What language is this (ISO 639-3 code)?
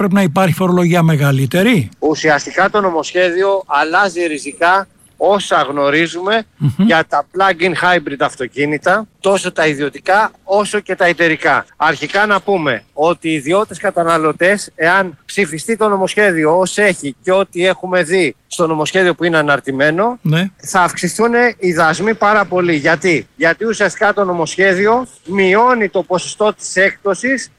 ell